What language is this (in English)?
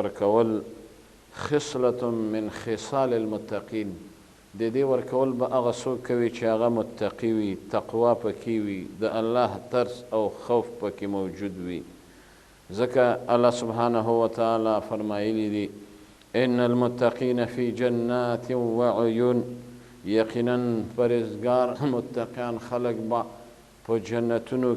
Pashto